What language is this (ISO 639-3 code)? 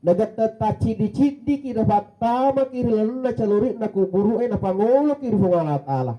bug